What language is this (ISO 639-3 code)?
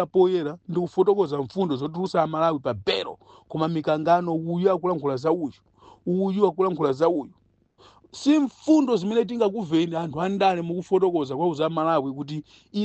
nya